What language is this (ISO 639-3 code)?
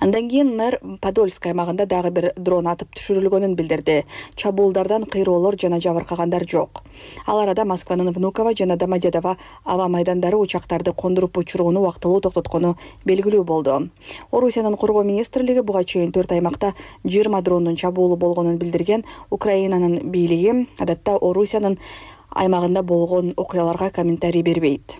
kir